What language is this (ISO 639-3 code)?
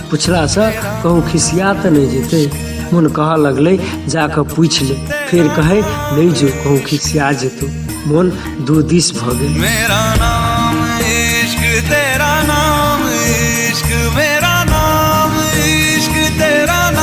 mai